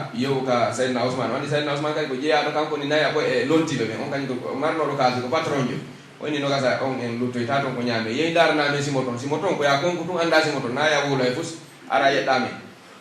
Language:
Pular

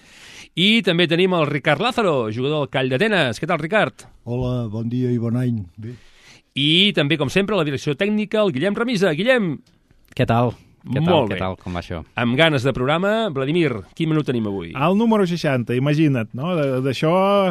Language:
Catalan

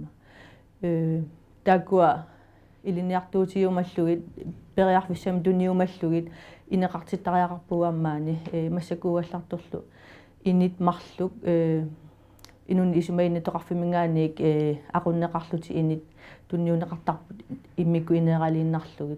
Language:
Kalaallisut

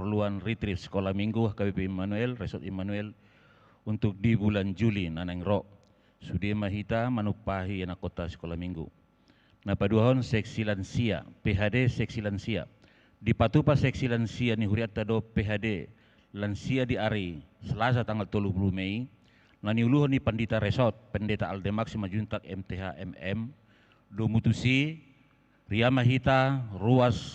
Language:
Batak Toba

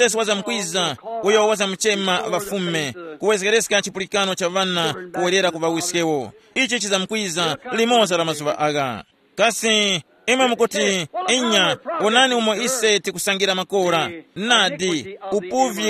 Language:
Tumbuka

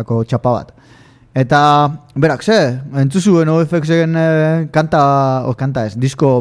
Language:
Basque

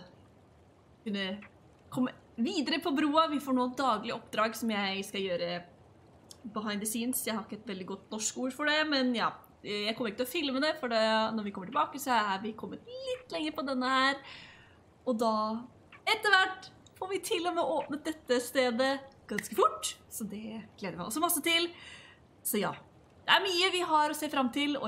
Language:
Norwegian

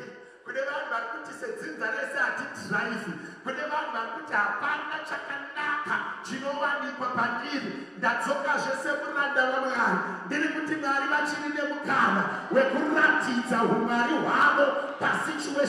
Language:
Shona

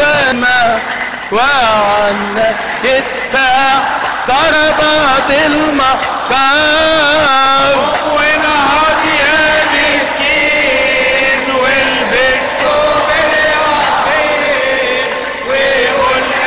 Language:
Egyptian Arabic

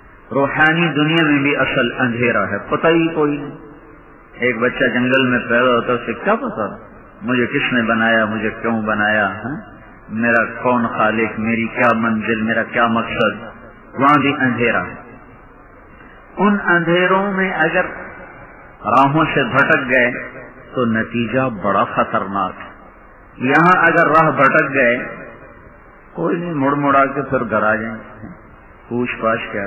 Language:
Urdu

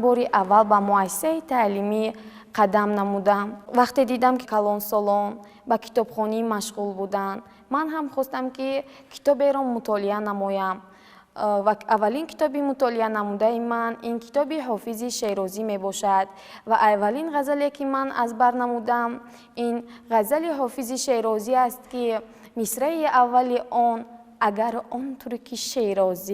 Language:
Tajik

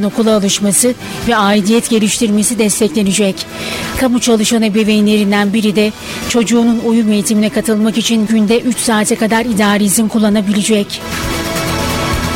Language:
Turkish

